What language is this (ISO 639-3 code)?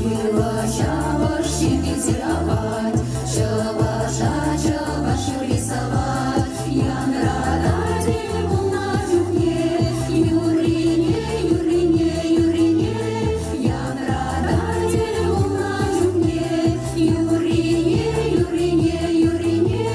chv